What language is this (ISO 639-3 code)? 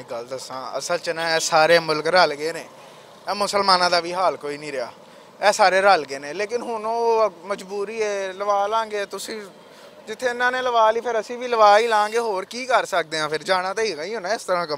lah